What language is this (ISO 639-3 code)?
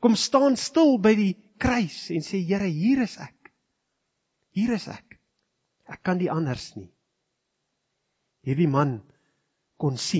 afr